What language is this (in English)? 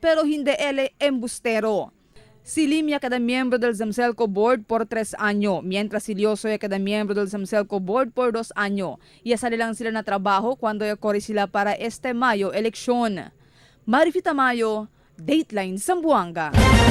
Chavacano